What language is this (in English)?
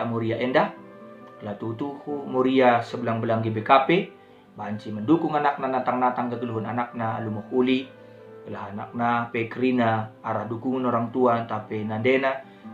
Batak Karo